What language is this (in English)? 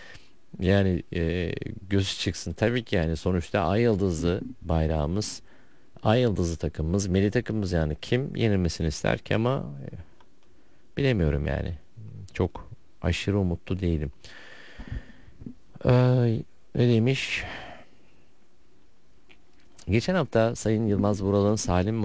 Turkish